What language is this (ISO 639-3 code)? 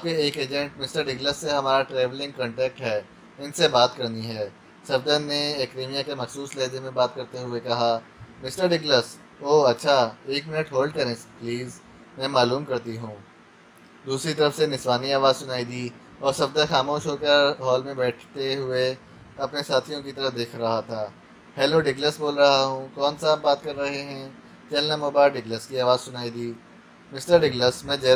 urd